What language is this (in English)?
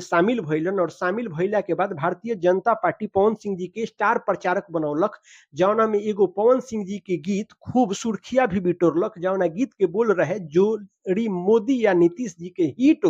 Bhojpuri